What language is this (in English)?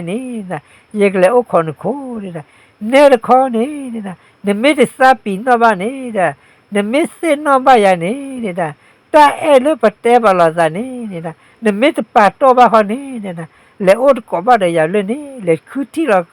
S'gaw Karen